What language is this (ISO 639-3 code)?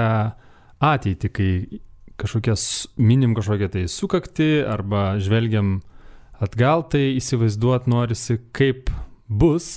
lit